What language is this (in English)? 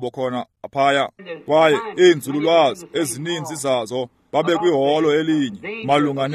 Xhosa